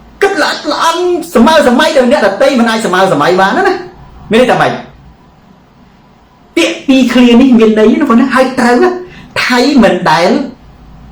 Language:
Khmer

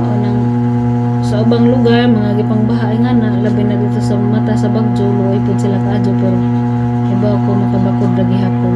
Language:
Cebuano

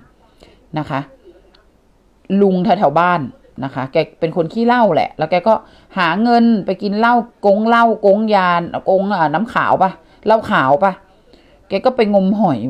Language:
Thai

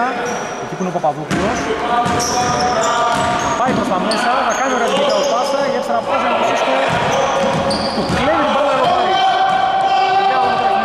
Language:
Greek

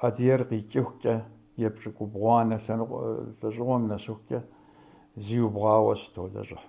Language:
Kabardian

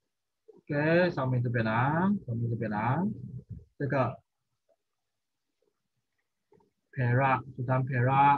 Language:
Chinese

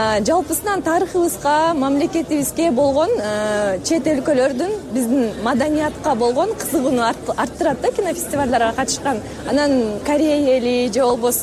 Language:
Kyrgyz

